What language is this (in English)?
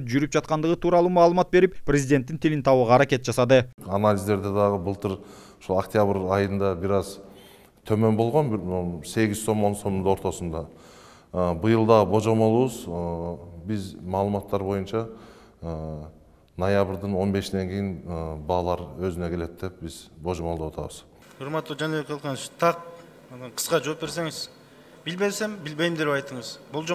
Kyrgyz